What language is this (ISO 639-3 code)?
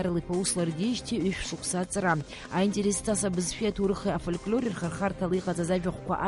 abk